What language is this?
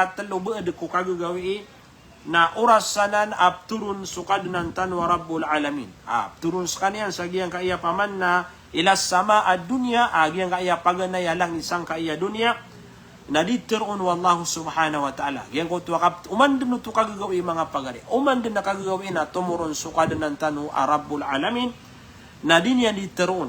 Maranao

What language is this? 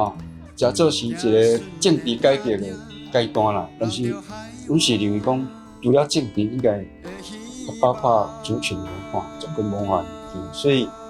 Min Nan Chinese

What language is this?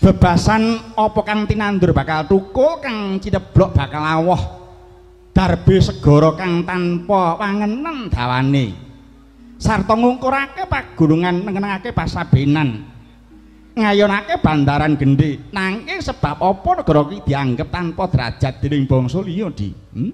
Javanese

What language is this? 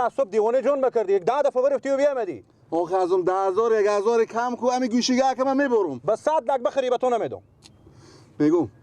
Persian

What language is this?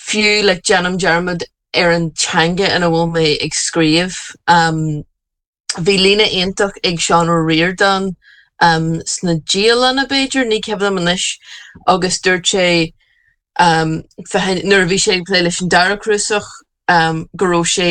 Irish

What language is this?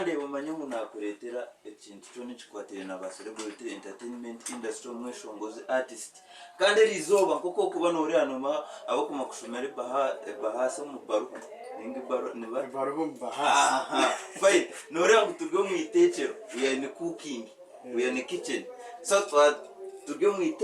Nyankole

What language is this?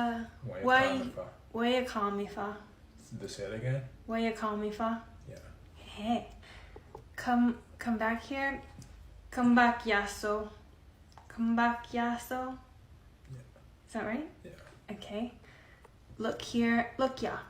Jamaican Creole English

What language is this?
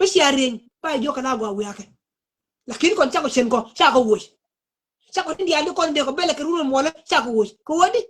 Nuer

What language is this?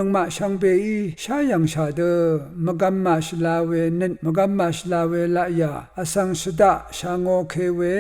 Rawang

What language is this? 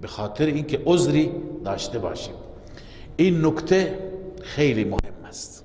Persian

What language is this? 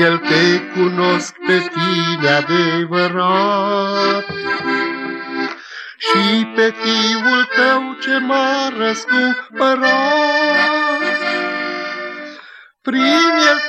Romanian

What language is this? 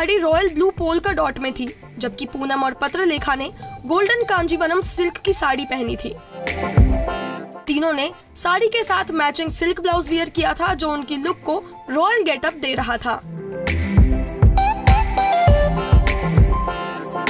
Hindi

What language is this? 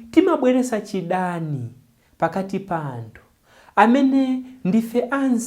Nyanja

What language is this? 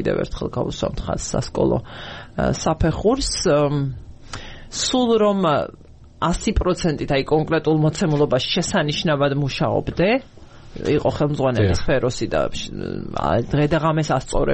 Georgian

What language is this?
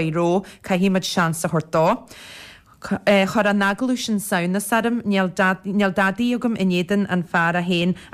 Irish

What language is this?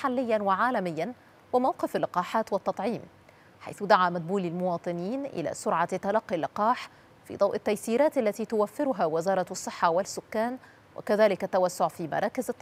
Arabic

